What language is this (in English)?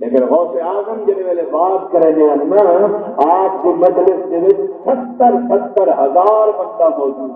Saraiki